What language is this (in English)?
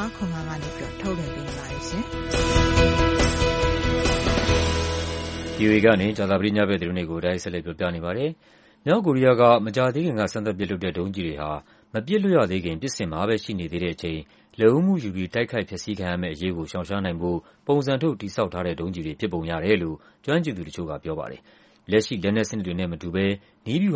Burmese